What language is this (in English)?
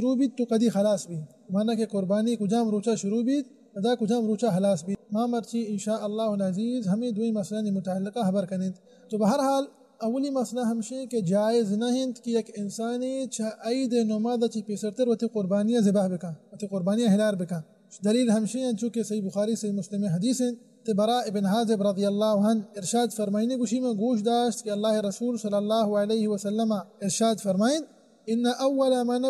Baluchi